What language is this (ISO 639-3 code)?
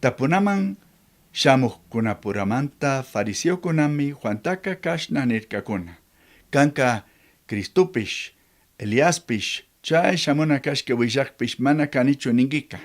qug